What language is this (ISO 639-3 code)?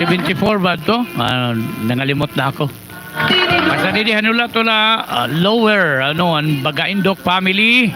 war